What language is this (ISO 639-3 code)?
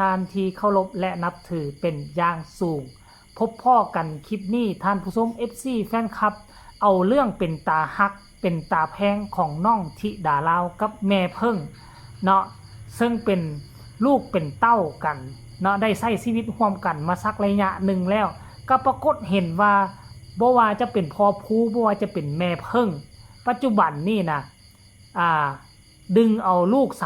tts